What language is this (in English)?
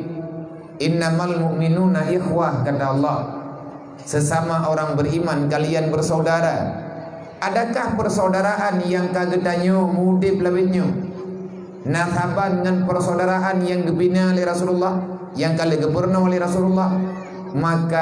Achinese